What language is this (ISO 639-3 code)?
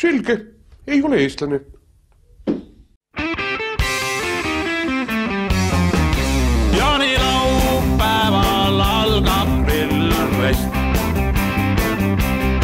est